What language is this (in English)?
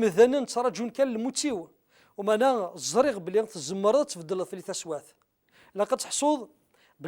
Kabyle